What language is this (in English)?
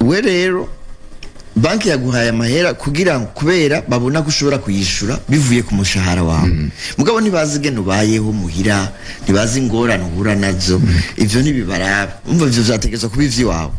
Rundi